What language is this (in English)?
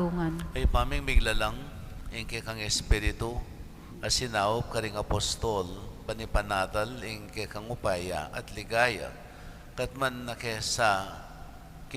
Pampanga